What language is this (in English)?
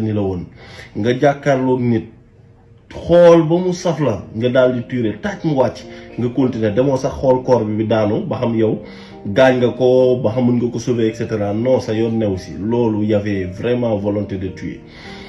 Wolof